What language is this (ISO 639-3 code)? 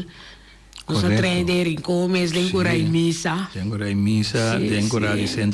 pap